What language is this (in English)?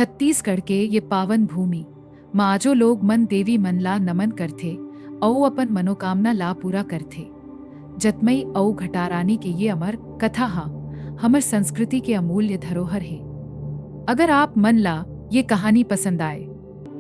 Chhattisgarhi